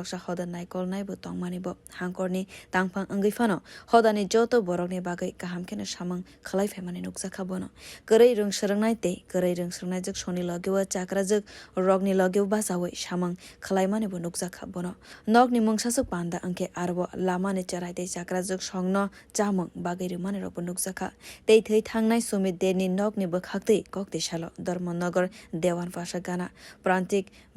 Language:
Kok Borok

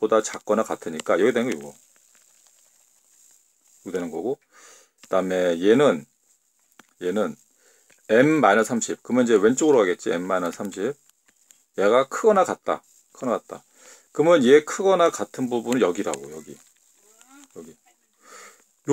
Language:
Korean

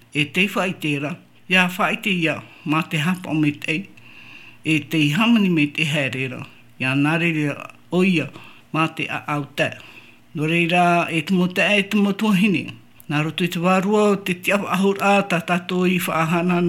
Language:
Tahitian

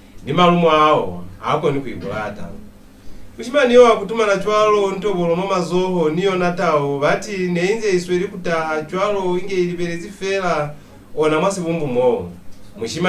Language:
Lozi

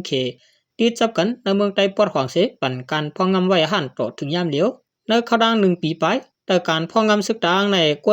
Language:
Shan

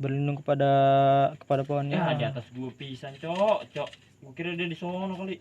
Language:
Betawi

